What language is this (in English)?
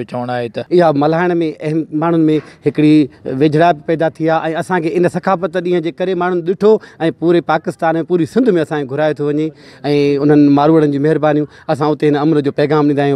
Sindhi